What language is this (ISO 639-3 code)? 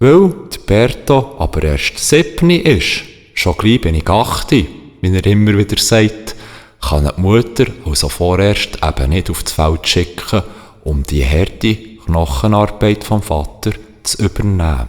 gsw